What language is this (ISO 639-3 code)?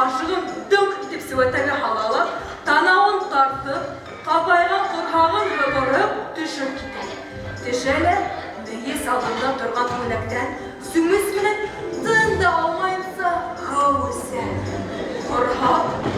bak